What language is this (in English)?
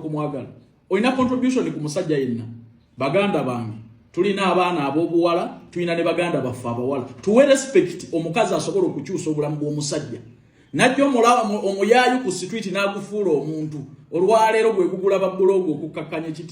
Ganda